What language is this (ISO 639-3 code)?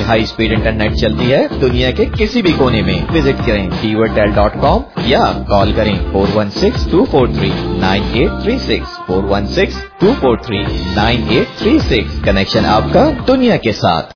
hin